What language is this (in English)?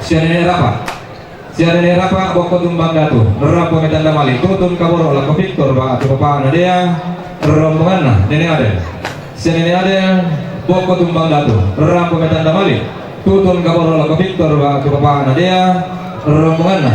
Toraja-Sa'dan